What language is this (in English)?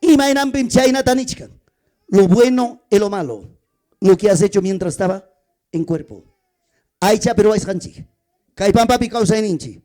Ayacucho Quechua